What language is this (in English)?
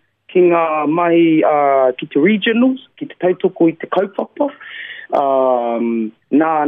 Māori